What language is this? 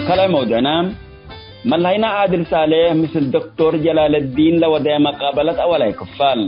Tigre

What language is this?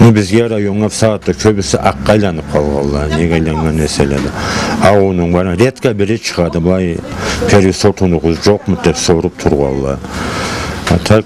Karachay-Balkar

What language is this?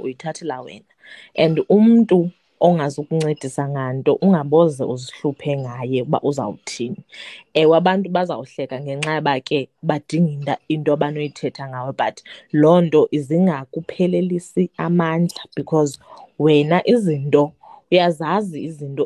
Xhosa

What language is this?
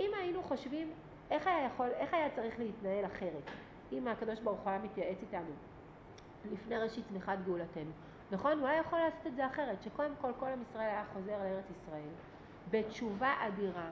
Hebrew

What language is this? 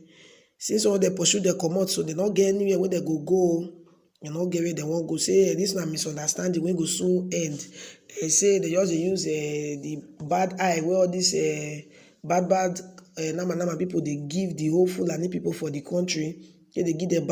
Nigerian Pidgin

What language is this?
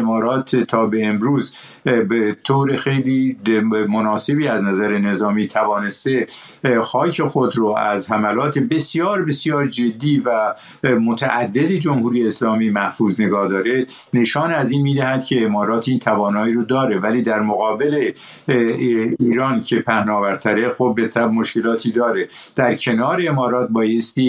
Persian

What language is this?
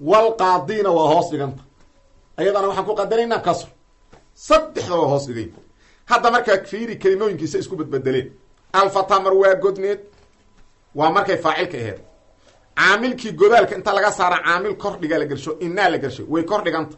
Somali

